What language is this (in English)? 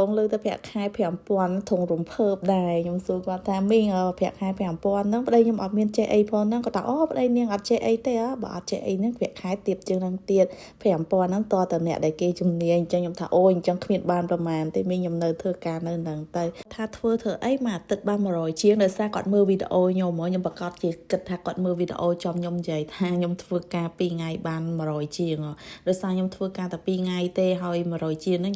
Khmer